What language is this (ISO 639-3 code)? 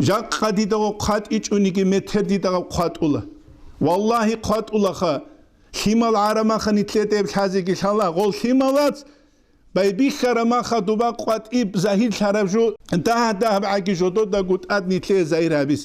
ava